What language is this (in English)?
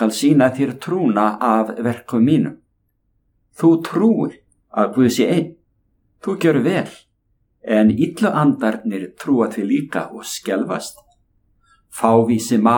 Icelandic